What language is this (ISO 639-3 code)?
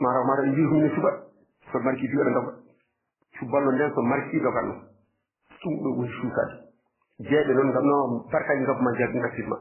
ful